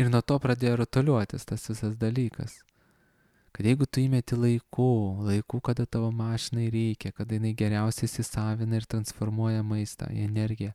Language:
Lithuanian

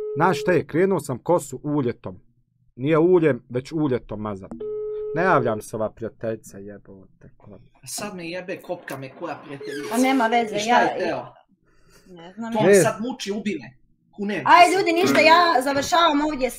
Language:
Bosnian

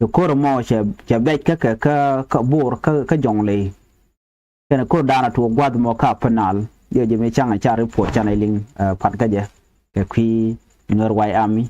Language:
Nuer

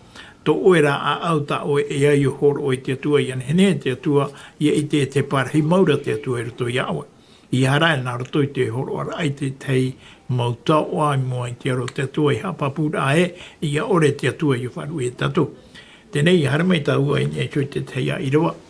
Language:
Tahitian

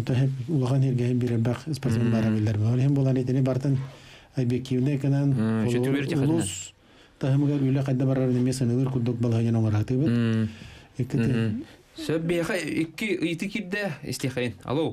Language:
Yakut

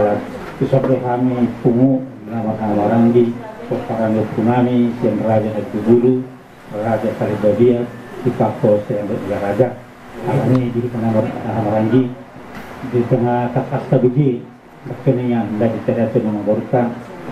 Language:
Batak Toba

